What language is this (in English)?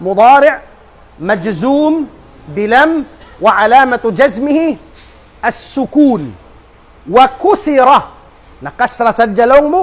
Tausug